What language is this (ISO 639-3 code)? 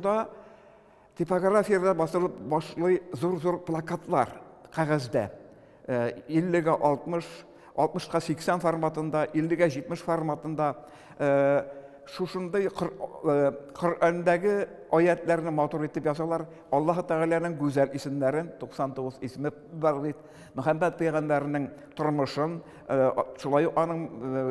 tat